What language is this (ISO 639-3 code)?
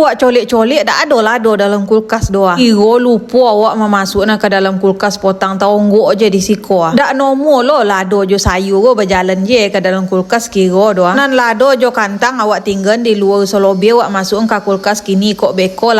min